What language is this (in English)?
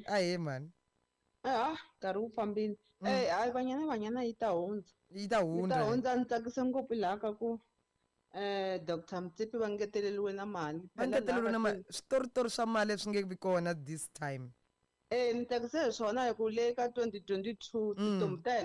Tsonga